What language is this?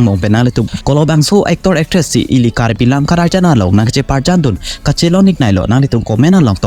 Karbi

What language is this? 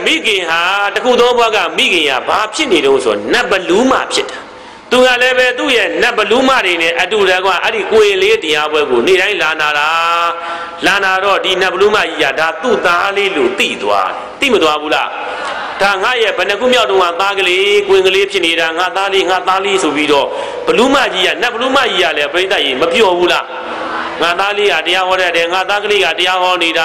Burmese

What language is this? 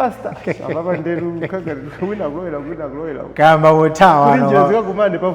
Nyanja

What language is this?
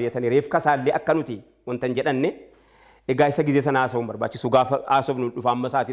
Oromo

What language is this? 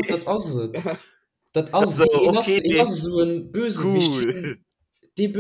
Luxembourgish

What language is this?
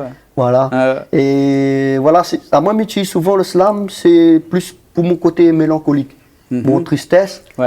Réunion Creole French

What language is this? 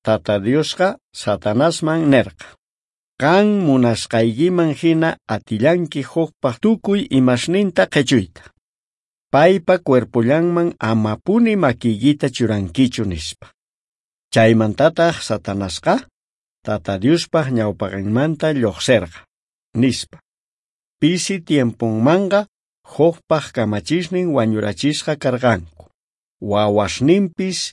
South Bolivian Quechua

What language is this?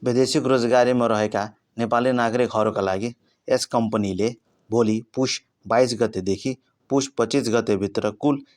Nepali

